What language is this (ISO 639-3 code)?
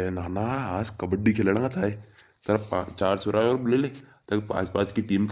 raj